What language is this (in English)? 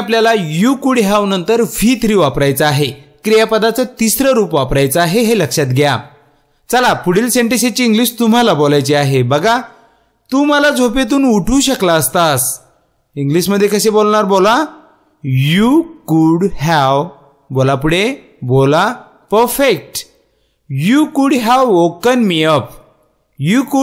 Marathi